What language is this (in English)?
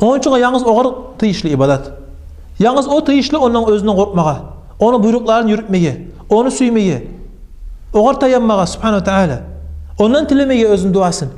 Kumyk